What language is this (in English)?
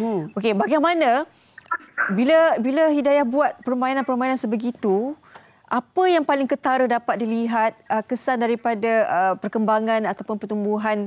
Malay